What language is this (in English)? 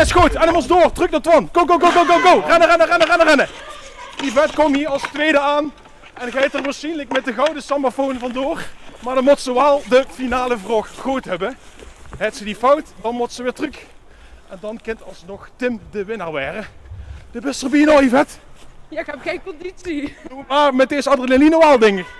Limburgish